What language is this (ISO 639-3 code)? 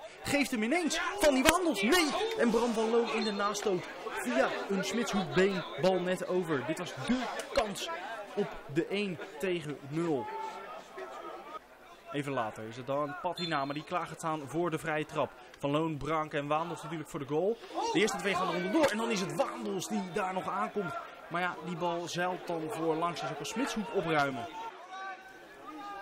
nld